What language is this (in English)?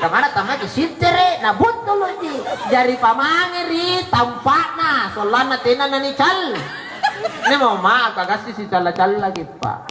Makasar